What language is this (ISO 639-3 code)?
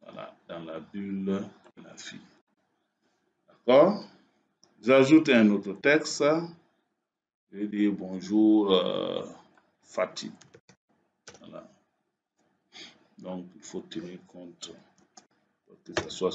fra